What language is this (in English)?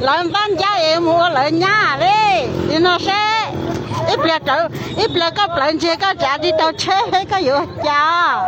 Hmong